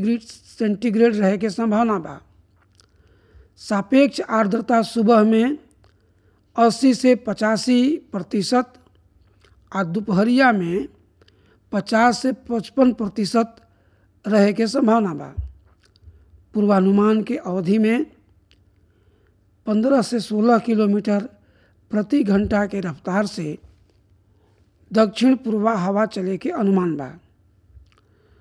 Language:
Bhojpuri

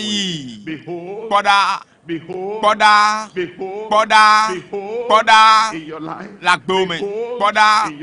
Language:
Ewe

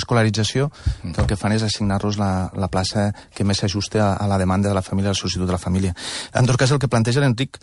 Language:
Catalan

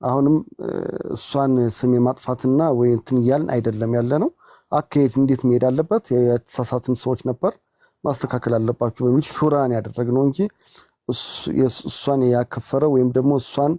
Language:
Amharic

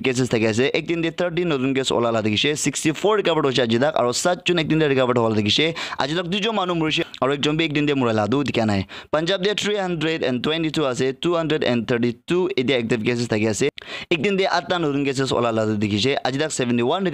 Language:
Naga Pidgin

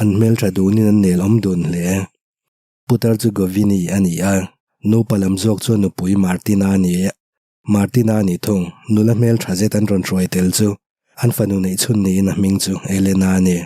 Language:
Mizo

